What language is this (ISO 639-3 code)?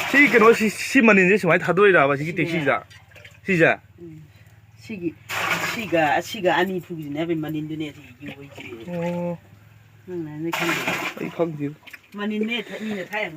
mni